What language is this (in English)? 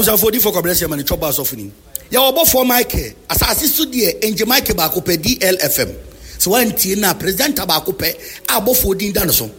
Akan